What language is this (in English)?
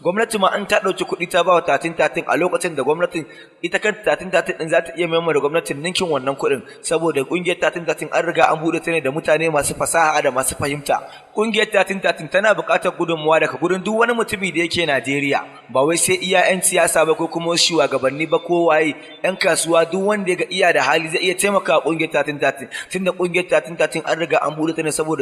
Hausa